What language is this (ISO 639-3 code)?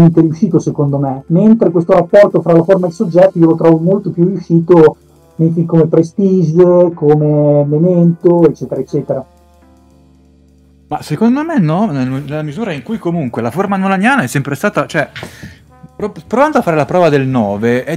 ita